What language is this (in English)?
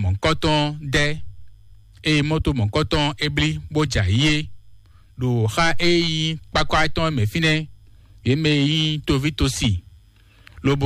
Fon